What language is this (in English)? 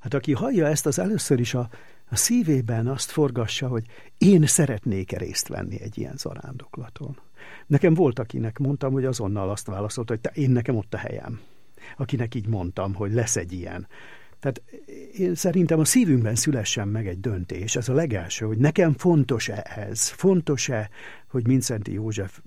Hungarian